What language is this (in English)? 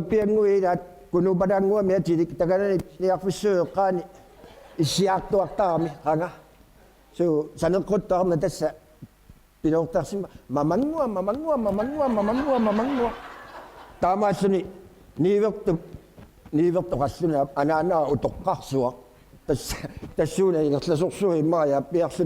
Kalaallisut